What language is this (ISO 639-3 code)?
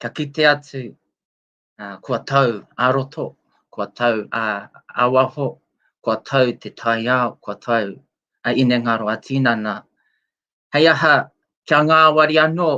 mri